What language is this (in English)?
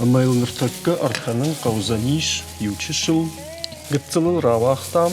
Ossetic